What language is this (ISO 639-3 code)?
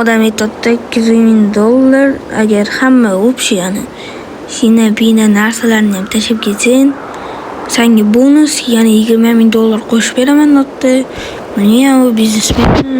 uzb